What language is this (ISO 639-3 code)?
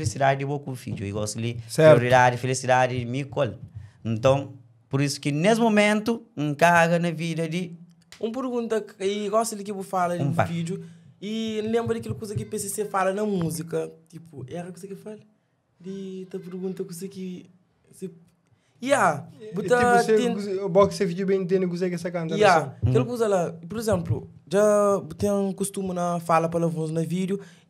kea